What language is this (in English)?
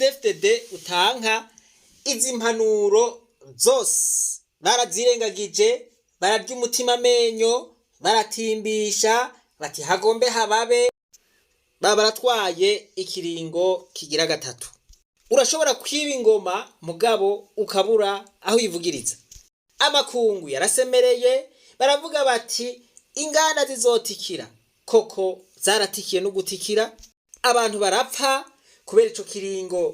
Rundi